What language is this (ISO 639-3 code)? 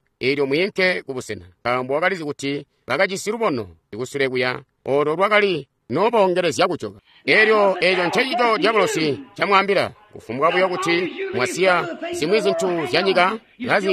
toi